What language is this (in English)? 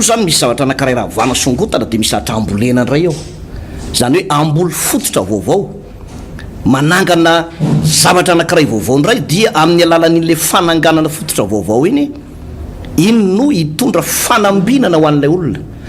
Malagasy